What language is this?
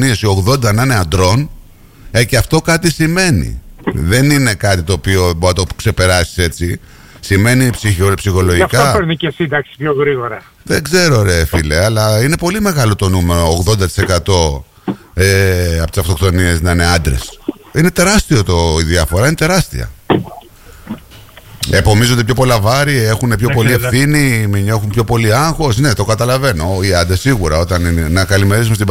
Greek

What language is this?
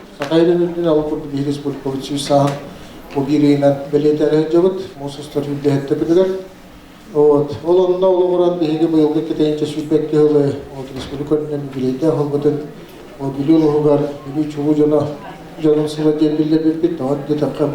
Yakut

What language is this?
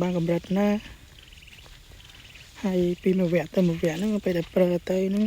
Khmer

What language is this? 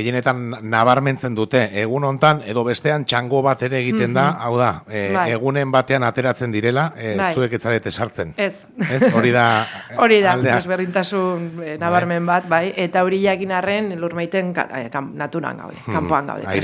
Basque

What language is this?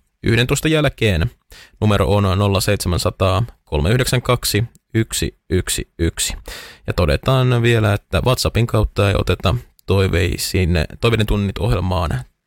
Finnish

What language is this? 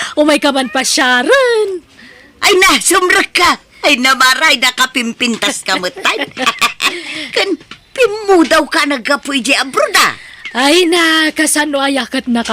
Iloko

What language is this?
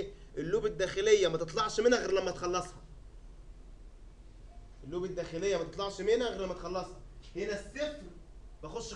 Egyptian Arabic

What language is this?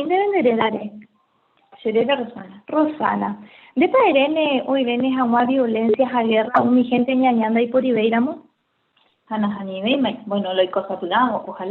Guarani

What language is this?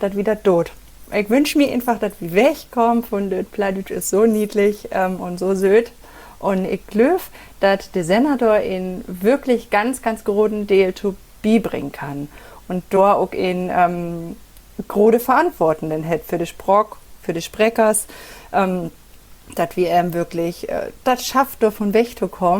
Low German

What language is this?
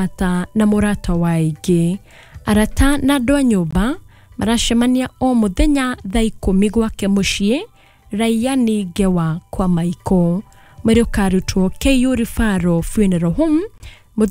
Kikuyu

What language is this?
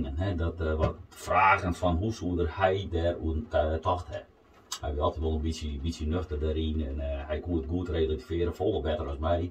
Western Frisian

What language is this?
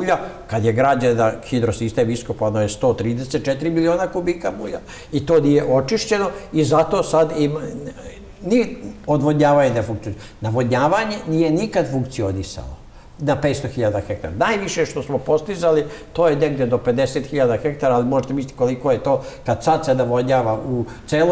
Serbian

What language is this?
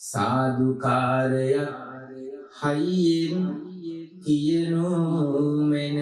Sinhala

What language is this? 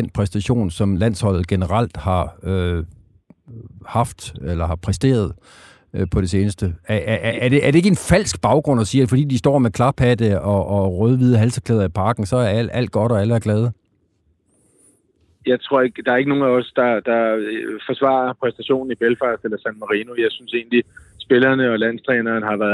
Danish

